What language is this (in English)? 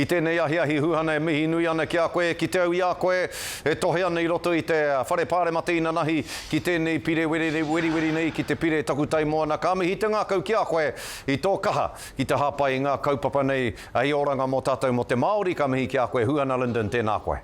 Māori